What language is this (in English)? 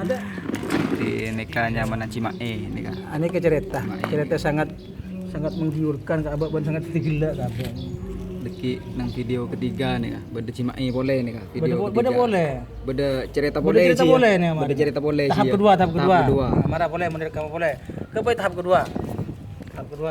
Madurese